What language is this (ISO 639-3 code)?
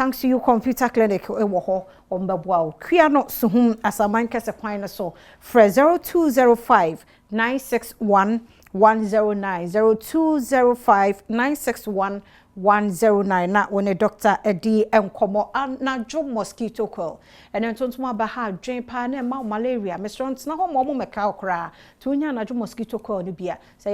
aka